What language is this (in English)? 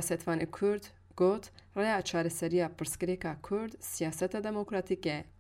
Kurdish